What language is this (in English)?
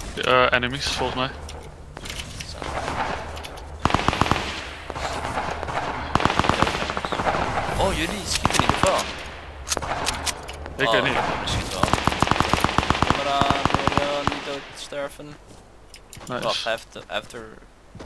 Dutch